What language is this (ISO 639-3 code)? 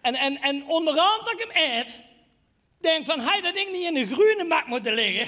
lim